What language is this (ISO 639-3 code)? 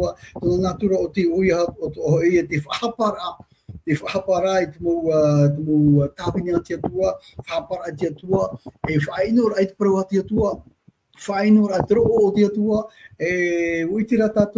tah